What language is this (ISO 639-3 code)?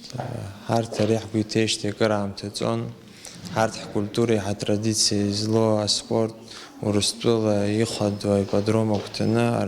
abk